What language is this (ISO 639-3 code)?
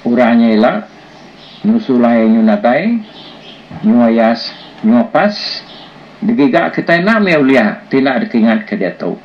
iba